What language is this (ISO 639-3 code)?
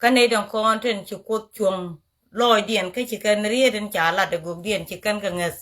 nus